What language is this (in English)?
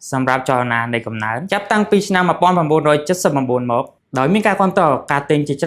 Khmer